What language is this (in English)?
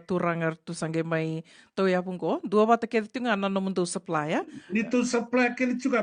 Fijian